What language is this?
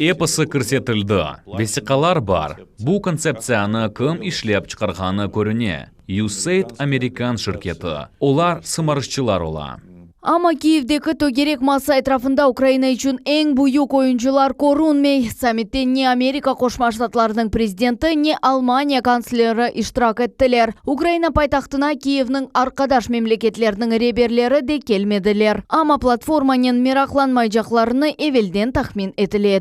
Crimean Tatar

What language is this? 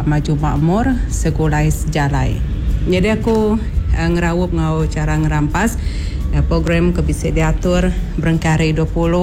Iban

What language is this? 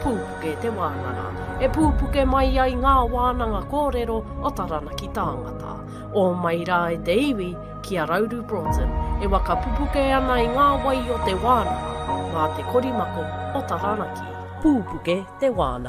Māori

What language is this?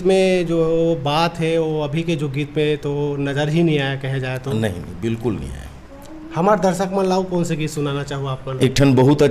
Chhattisgarhi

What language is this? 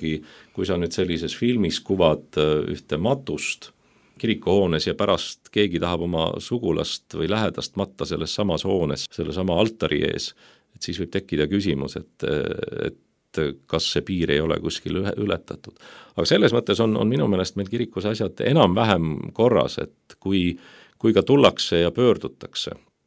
Estonian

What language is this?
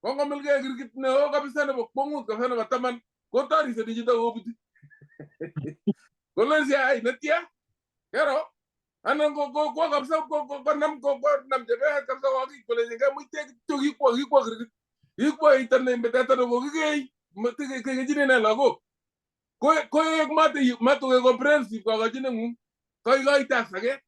Kalenjin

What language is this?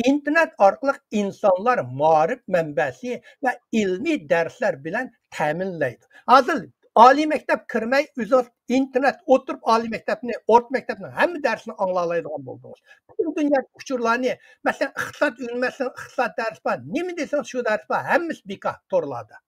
Uyghur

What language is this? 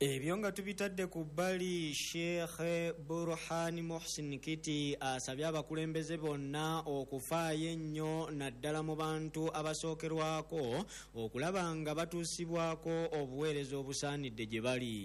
Ganda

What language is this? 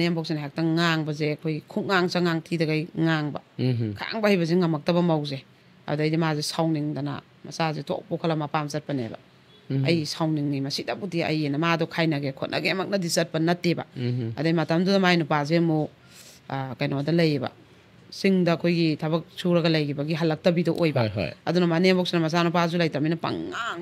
Manipuri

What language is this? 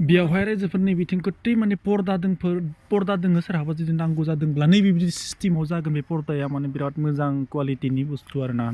Bodo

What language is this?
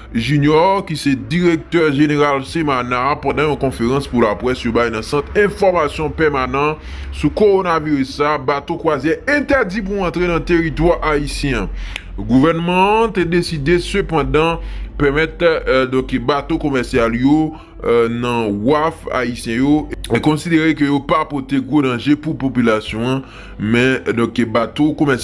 Haitian Creole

